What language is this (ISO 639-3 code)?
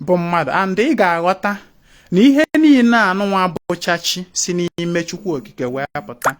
ibo